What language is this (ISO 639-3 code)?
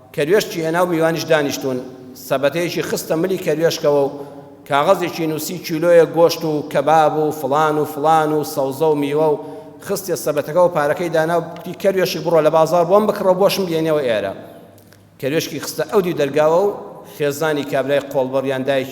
ckb